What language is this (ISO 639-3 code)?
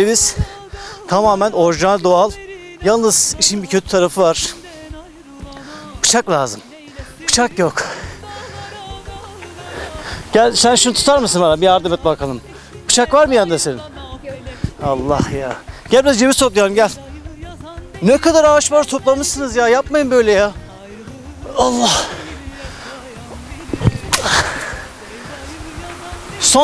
tur